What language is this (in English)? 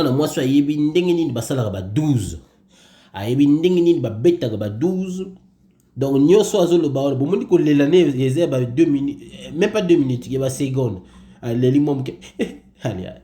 Lingala